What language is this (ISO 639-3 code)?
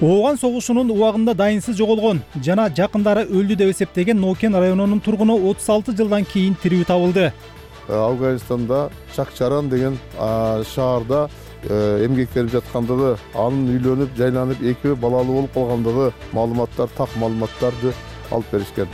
kir